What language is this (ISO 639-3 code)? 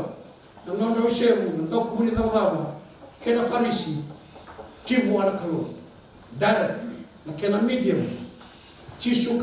fij